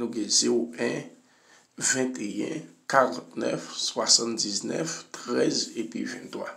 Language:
Haitian Creole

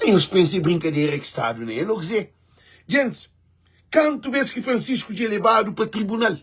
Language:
Kabuverdianu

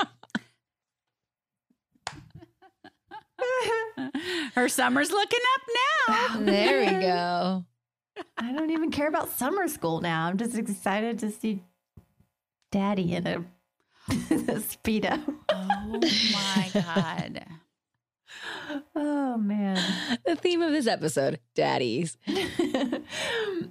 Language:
English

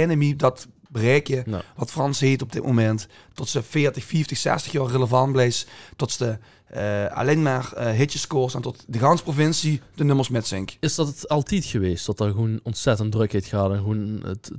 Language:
Limburgish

